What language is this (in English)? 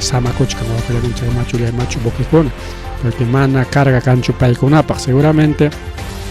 Ayacucho Quechua